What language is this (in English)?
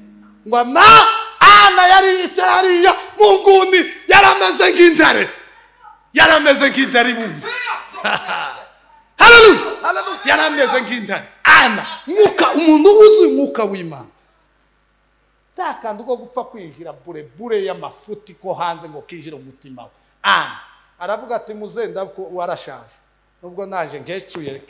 Kinyarwanda